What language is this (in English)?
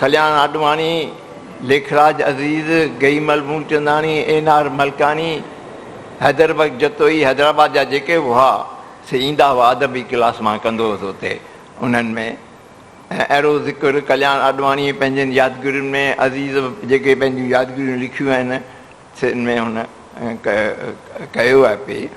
Sindhi